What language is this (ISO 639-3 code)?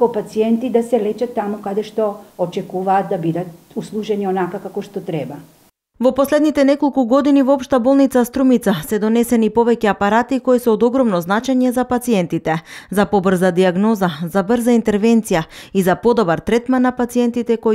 mkd